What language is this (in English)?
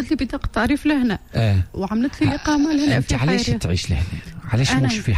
Tunisian Arabic